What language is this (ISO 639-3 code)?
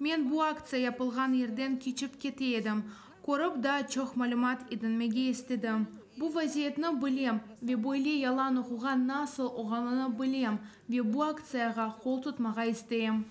crh